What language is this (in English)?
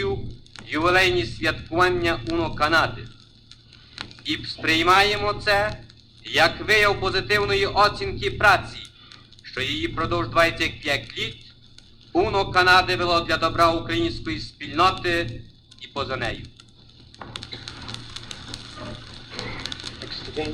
Ukrainian